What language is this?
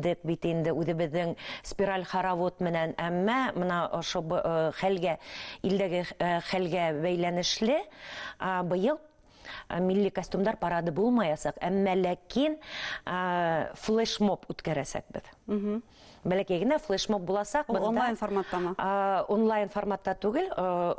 Bashkir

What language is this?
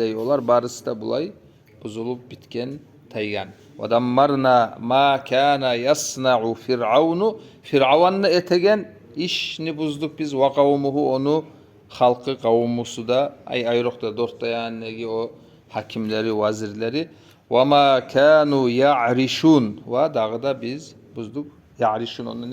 Kumyk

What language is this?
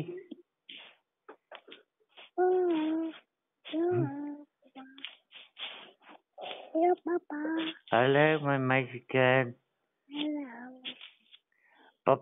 Afrikaans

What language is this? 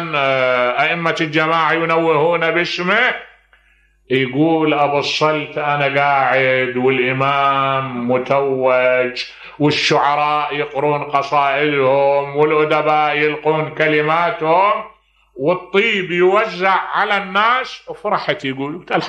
Mesopotamian Arabic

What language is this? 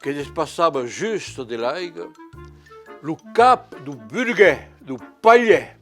Occitan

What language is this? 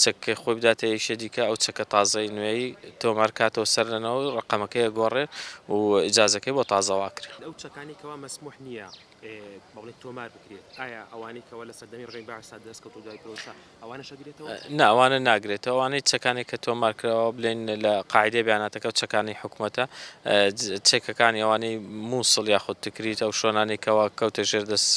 Central Kurdish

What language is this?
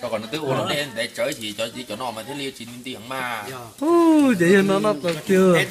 Hmong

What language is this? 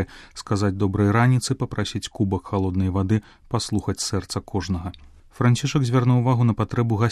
Belarusian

